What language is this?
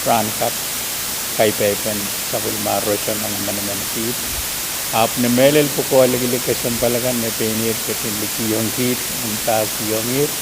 Pohnpeian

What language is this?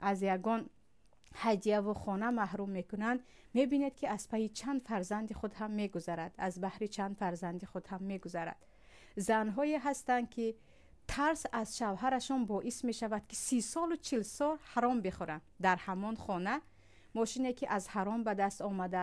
Tajik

